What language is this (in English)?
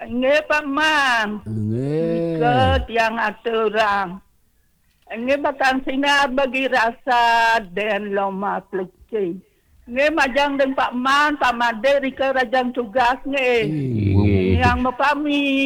Balinese